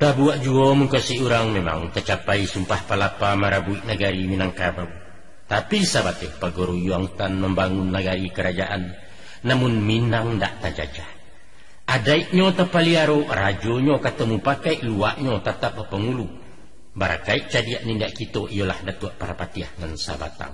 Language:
Minangkabau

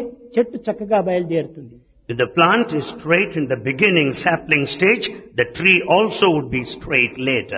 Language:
Telugu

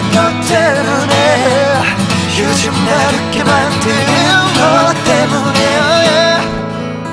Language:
Korean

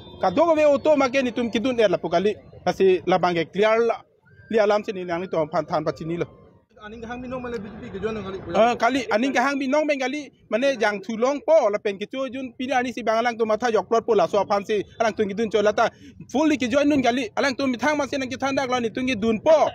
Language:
Karbi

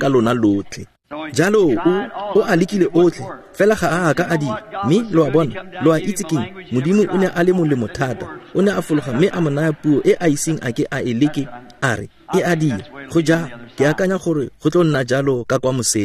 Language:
Tswana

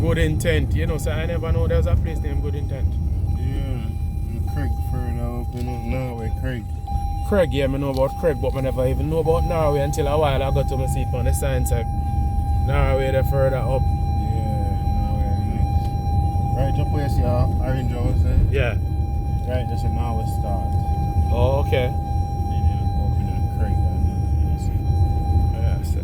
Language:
Jamaican Creole English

